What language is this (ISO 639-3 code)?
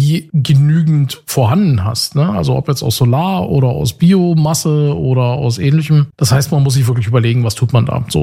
deu